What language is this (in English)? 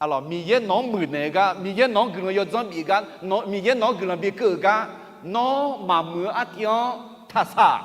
Akha